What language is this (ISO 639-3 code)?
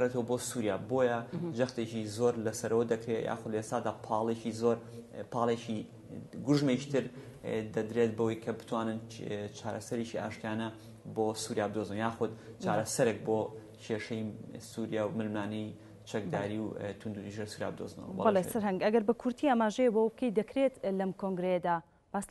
ckb